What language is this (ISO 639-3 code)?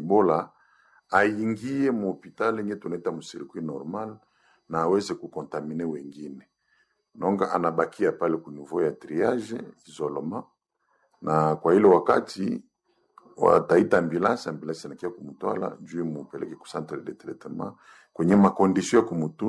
swa